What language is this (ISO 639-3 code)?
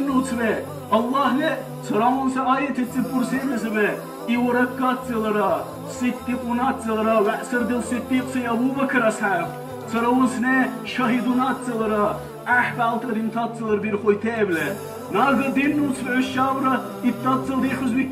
dar